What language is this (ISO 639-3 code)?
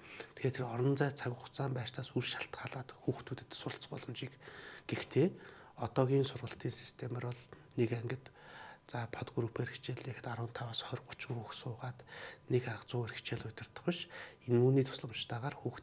mon